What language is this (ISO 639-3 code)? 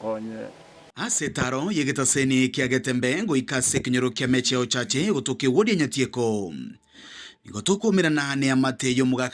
guz